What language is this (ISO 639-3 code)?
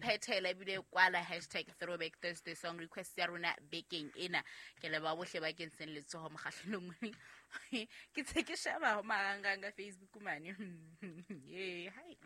sot